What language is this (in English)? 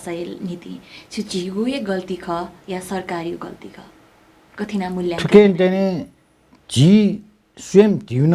Newari